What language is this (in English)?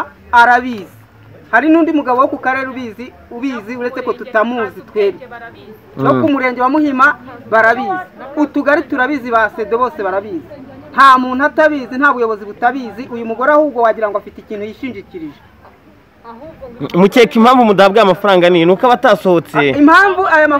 Kinyarwanda